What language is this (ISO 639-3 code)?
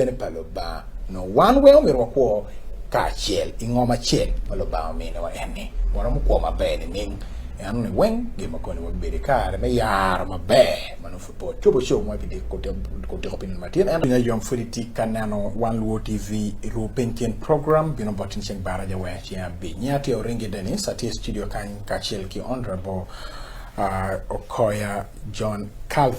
ach